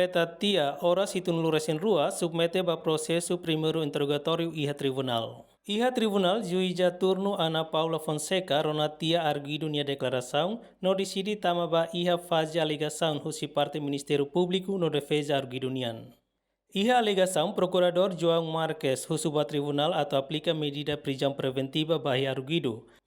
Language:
Tetum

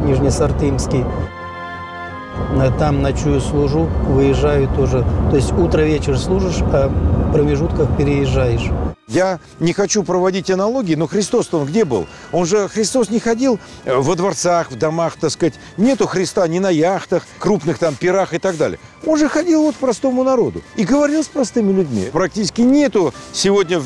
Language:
Russian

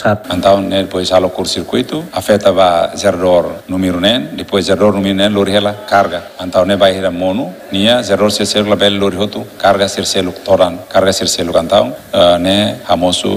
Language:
Tetum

